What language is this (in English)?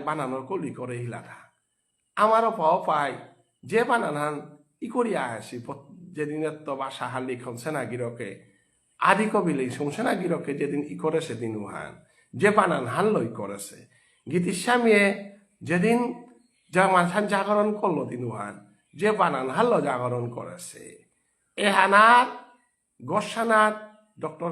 Bishnupriya